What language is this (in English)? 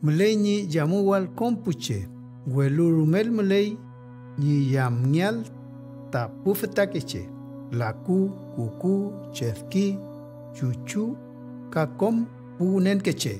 Mapuche